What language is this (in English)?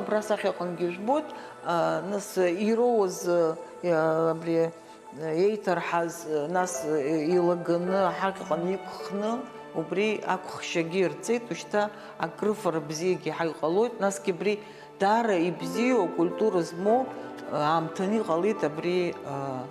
Abkhazian